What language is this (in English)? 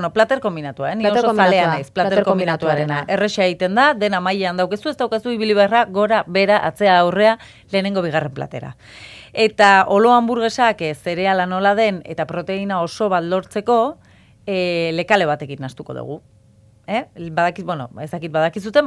Basque